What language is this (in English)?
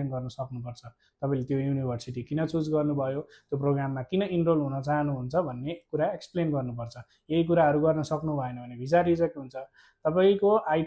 Nepali